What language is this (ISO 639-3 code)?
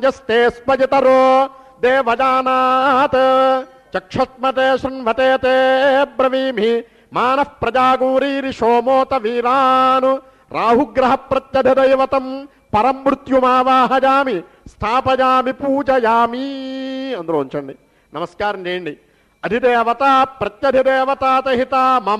tel